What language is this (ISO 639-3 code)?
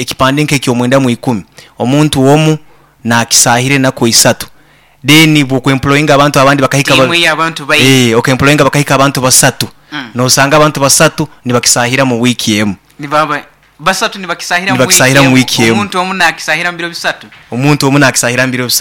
nyo